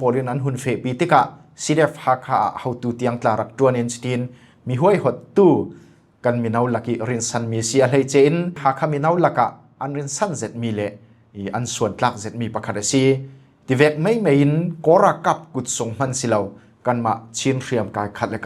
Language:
Falam Chin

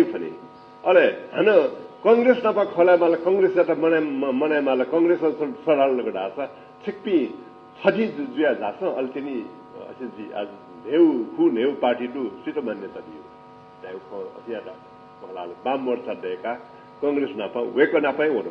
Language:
Newari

